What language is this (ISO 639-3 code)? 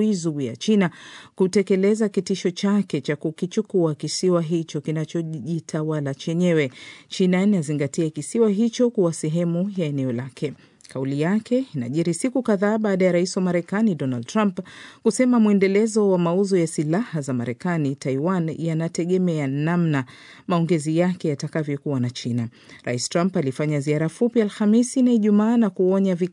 swa